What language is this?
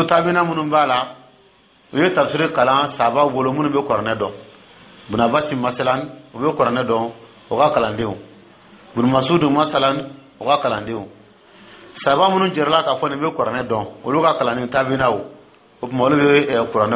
Dyula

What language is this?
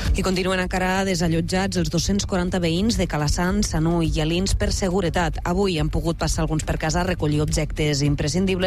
Catalan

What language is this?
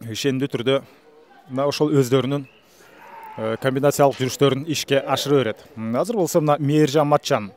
Kyrgyz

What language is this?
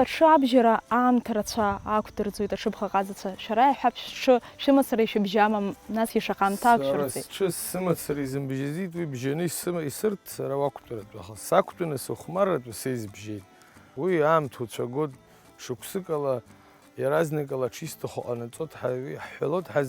Abkhazian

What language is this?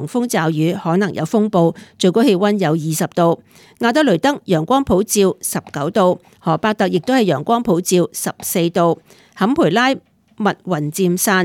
Cantonese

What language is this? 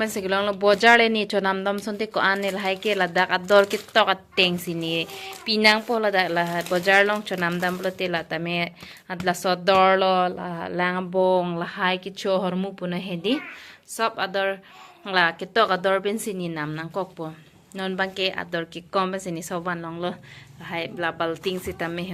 Karbi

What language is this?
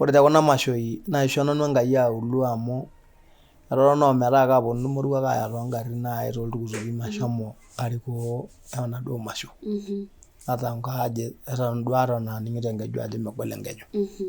Masai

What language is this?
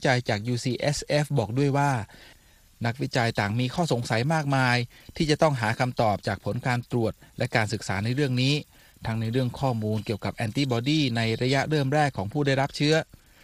Thai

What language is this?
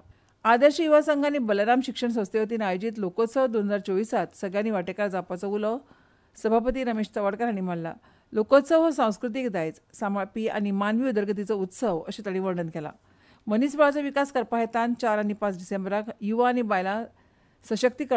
Konkani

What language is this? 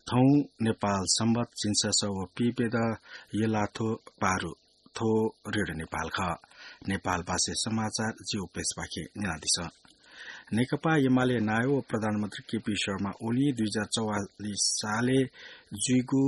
Newari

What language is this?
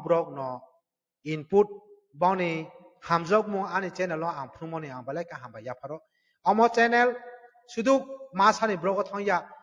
Kok Borok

